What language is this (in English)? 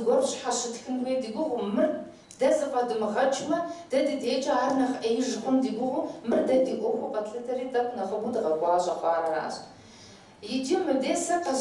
Kabardian